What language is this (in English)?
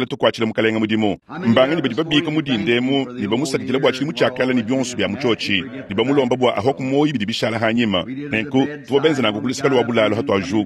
Luba-Lulua